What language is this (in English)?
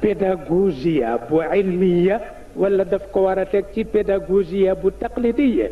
Wolof